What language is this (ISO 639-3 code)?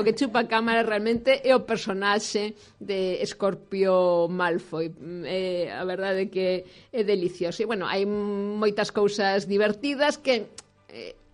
glg